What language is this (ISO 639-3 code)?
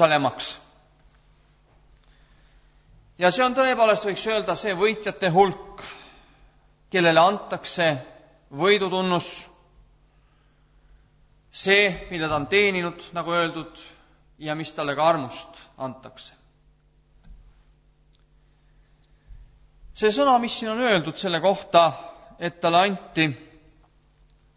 est